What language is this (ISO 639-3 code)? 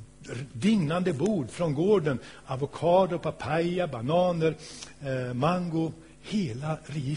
swe